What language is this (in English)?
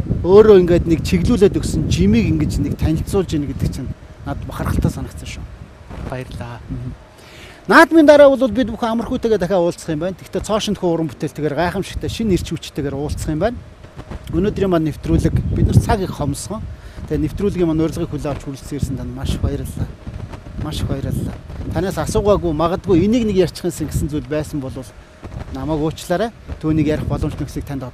Mongolian